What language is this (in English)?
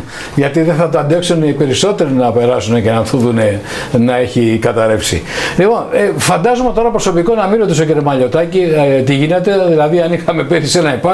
Greek